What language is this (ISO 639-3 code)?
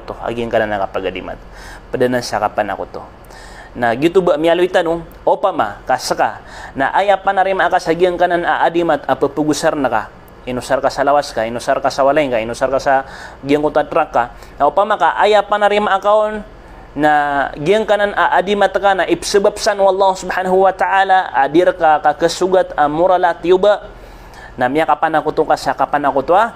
mrw